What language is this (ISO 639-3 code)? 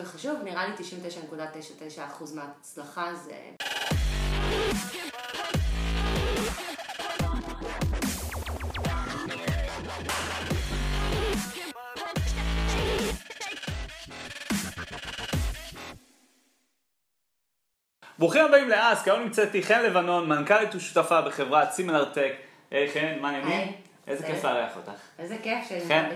heb